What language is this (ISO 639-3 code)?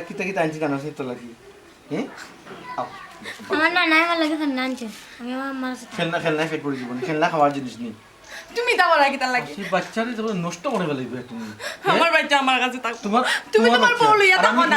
syl